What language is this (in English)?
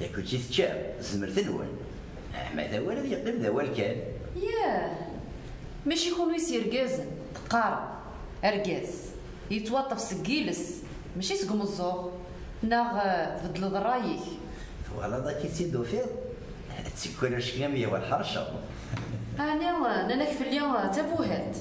Kabyle